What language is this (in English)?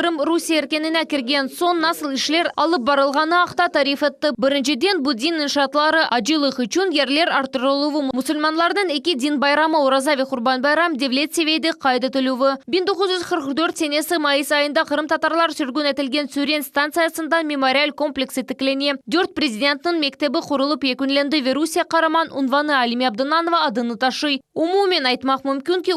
Crimean Tatar